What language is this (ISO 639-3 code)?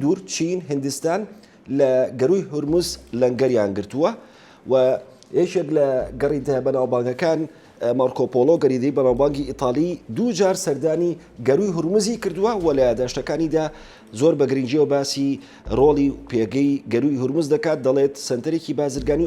ckb